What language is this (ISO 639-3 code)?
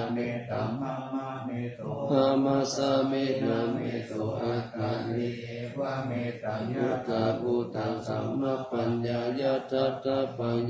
pli